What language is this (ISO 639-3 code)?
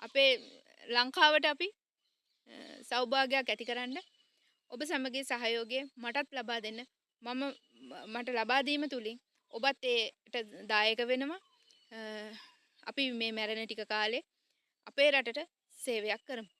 sin